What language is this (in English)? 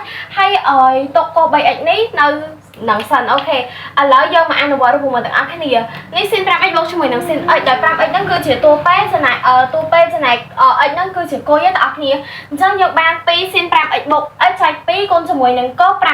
Khmer